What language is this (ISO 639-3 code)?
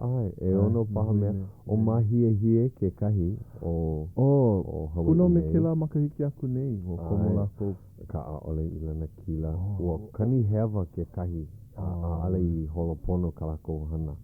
haw